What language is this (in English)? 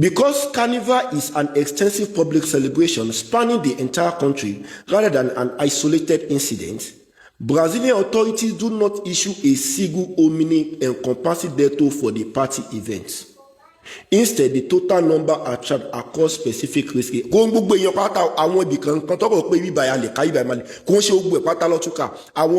Yoruba